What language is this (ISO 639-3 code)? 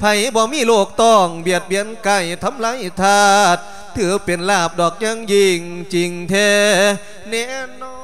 lao